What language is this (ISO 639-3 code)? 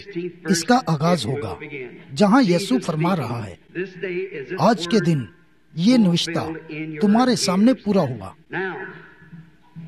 urd